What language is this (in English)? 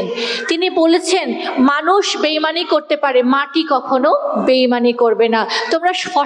Bangla